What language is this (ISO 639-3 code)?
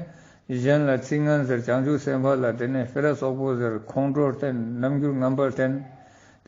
lbj